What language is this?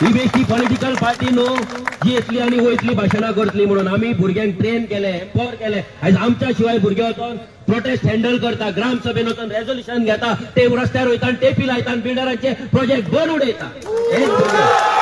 Konkani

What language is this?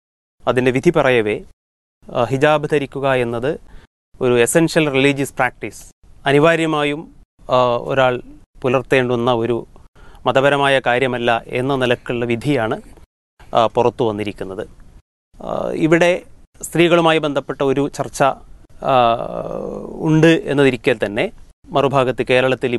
Malayalam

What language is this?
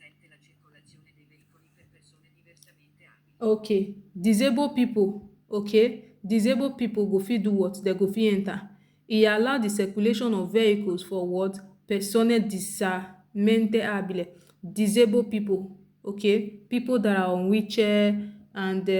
Nigerian Pidgin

